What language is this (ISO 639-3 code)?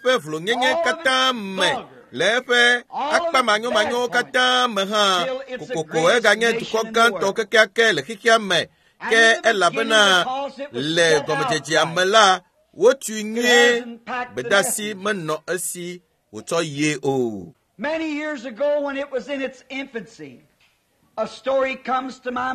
ewe